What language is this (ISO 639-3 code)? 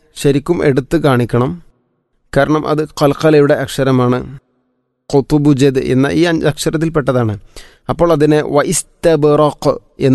mal